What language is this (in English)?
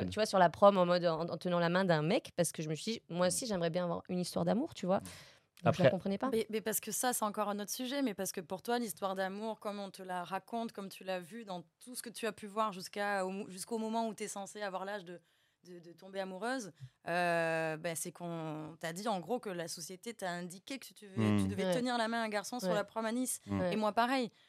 French